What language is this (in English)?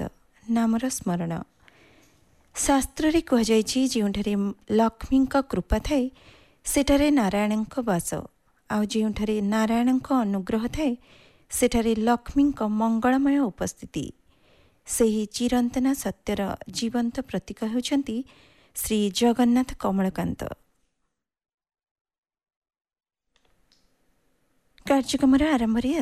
Odia